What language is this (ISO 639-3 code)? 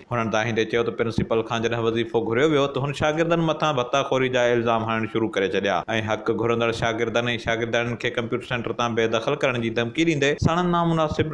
snd